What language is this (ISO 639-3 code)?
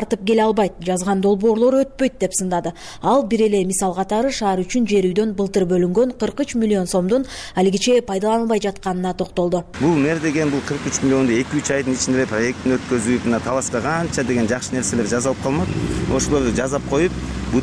kir